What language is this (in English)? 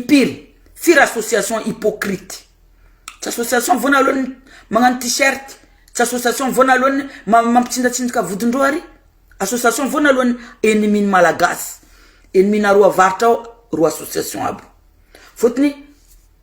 Malagasy